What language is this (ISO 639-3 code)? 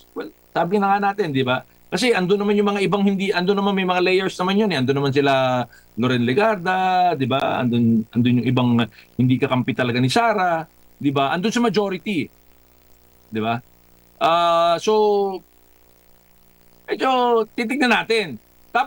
fil